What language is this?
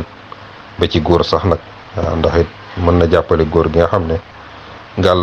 Wolof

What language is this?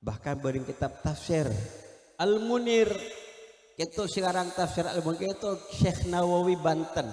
Madurese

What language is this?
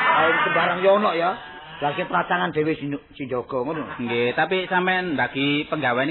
Javanese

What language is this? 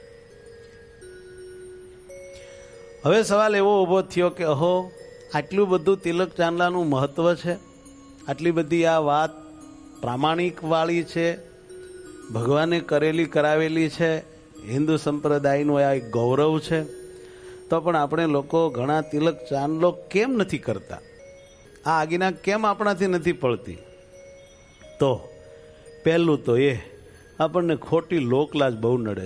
Gujarati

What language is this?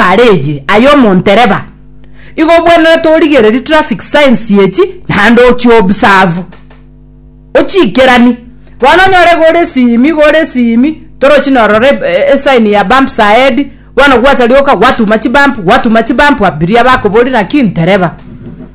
Gusii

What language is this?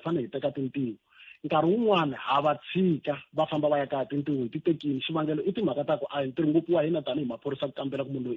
Tsonga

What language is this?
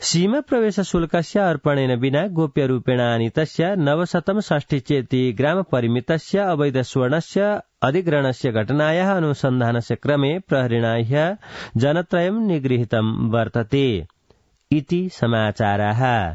Sanskrit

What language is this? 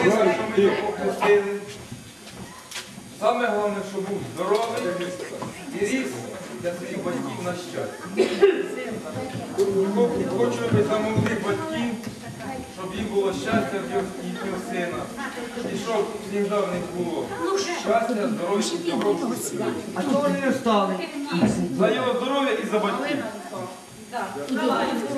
Ukrainian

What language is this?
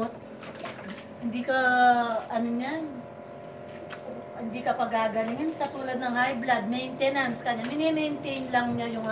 Filipino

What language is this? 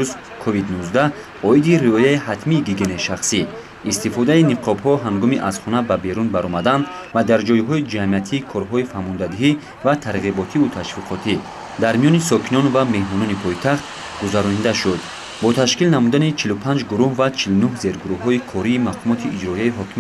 Tajik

